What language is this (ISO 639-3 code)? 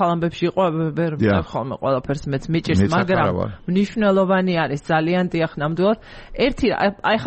kat